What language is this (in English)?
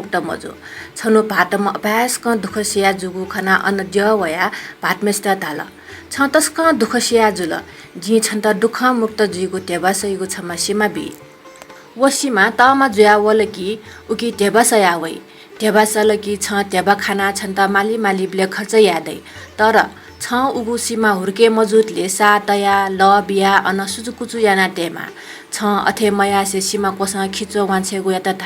Newari